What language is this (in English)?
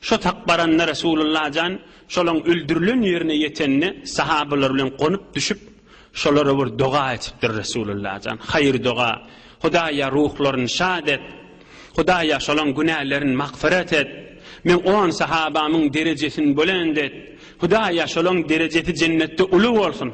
Turkmen